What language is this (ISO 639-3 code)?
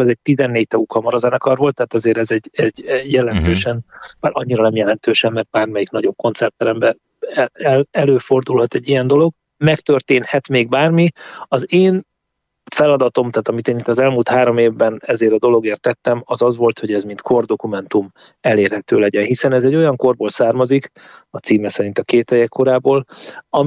hun